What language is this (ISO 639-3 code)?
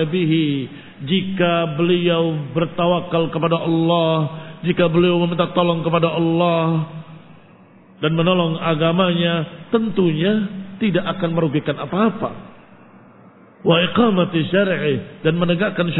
ind